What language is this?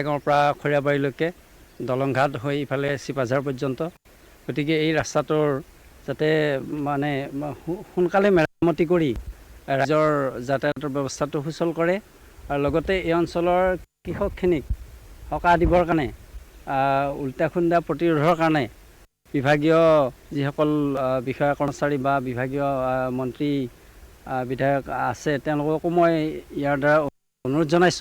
Assamese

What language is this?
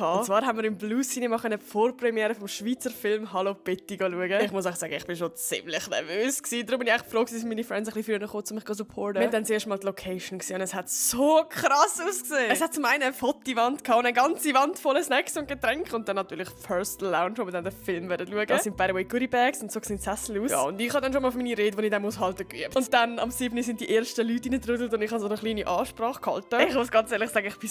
Swiss German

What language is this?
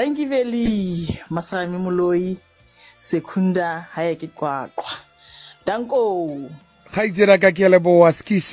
Southern Sotho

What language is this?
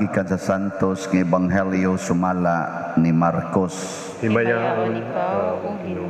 Cebuano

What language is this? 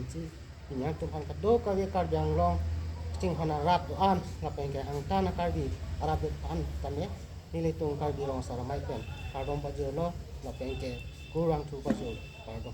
Karbi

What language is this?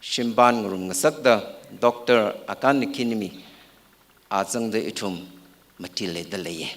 Tangkhul Naga (India)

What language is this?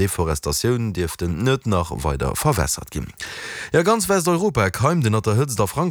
Luxembourgish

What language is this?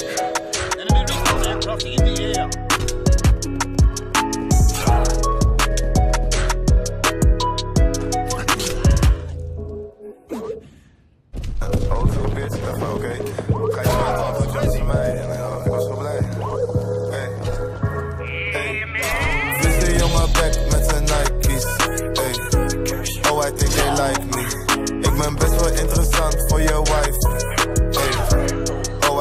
Dutch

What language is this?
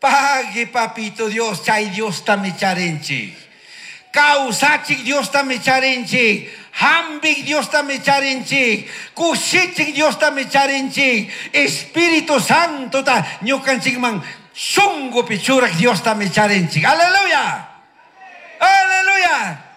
Chimborazo Highland Quichua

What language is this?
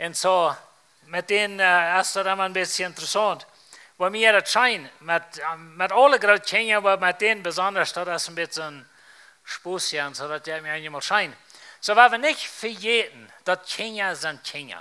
Plautdietsch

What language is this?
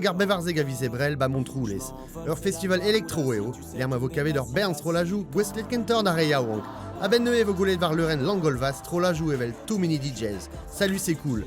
Breton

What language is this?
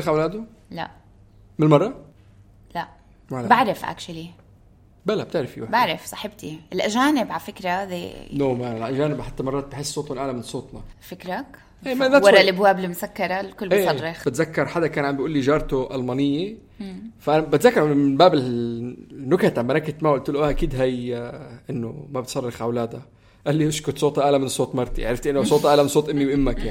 North Levantine Arabic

